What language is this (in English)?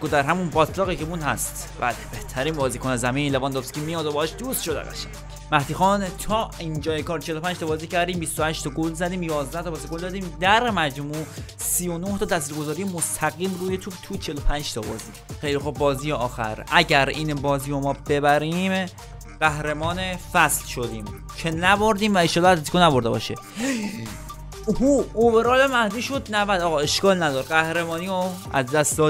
Persian